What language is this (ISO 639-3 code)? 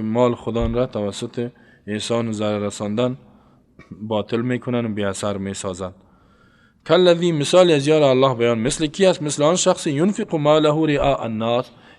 fas